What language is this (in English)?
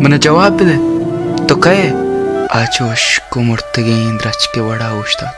Baluchi